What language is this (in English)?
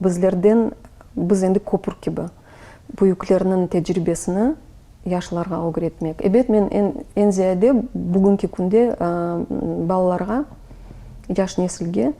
Crimean Tatar